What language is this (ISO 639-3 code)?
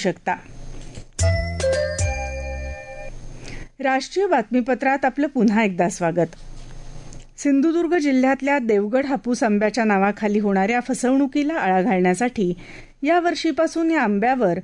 mar